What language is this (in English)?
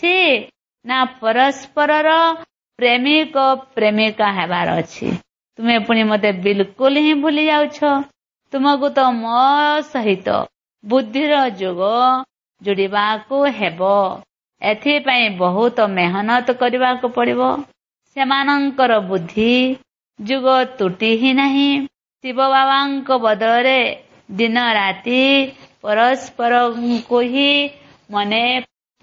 Odia